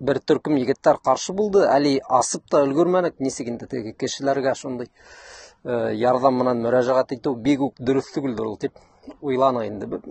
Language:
Bashkir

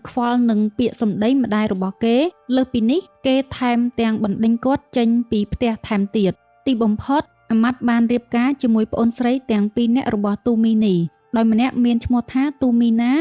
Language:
Khmer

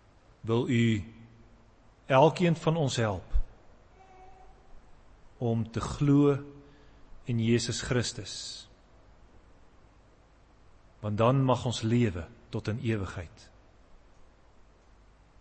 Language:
Afrikaans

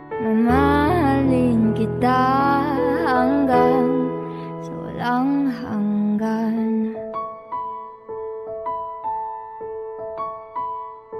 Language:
Filipino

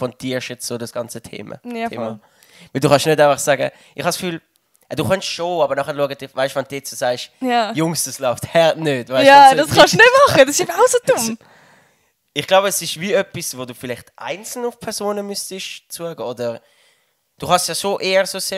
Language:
Swiss German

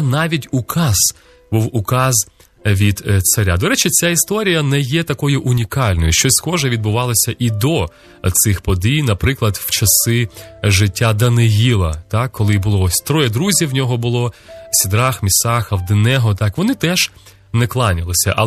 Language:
Ukrainian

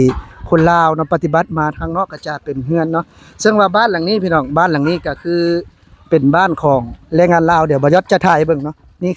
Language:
Lao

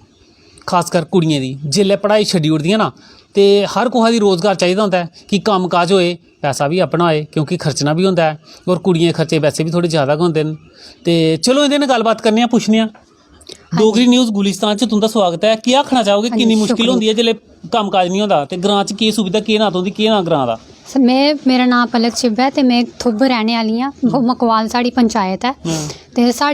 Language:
Dogri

